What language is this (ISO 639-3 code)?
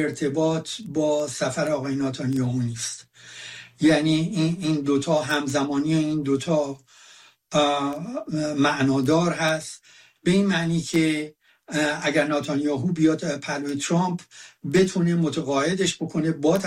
fas